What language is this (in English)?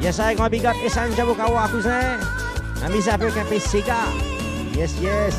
Morisyen